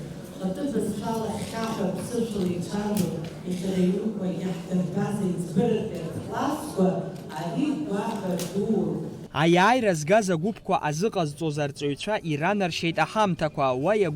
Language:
Abkhazian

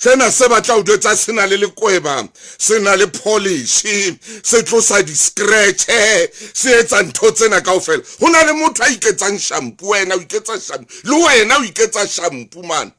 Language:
Southern Sotho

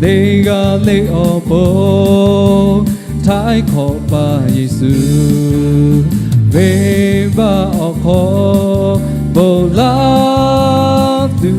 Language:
Lahu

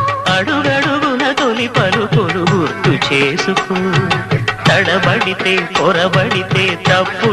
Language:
Telugu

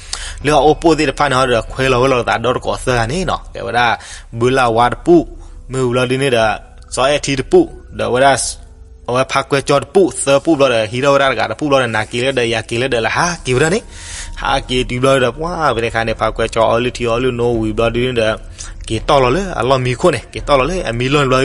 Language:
S'gaw Karen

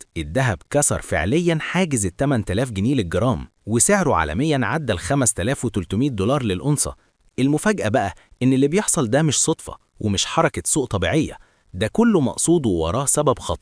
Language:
Egyptian Arabic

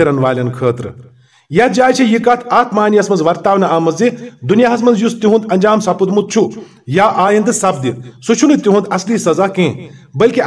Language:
Kashmiri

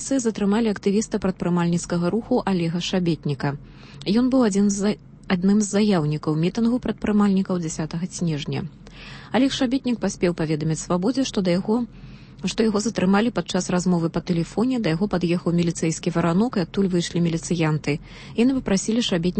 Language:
Belarusian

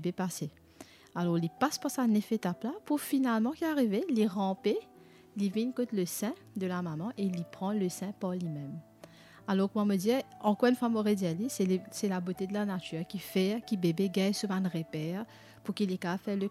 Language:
Morisyen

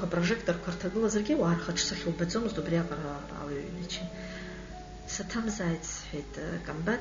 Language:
Abkhazian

